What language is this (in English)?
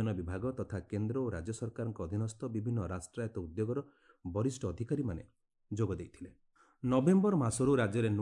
Odia